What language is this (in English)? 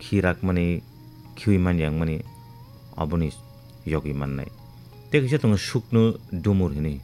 Kok Borok